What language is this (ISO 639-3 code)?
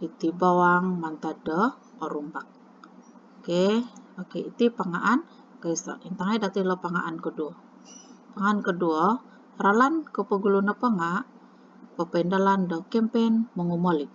dtp